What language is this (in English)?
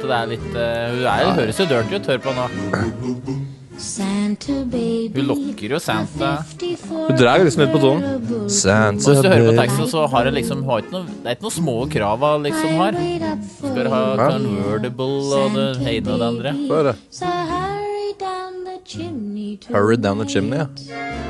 Norwegian